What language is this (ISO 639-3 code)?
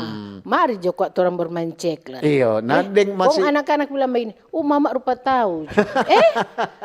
xmm